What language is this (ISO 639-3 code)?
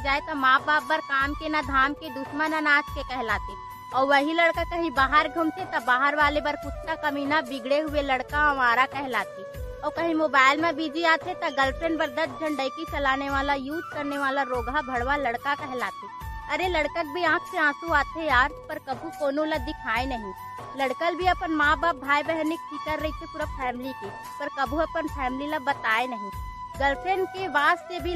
hne